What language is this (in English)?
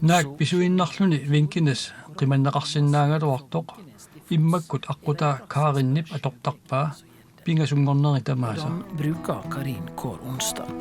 Kalaallisut